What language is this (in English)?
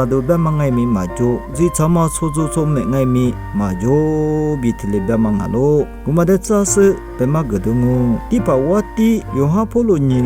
Lisu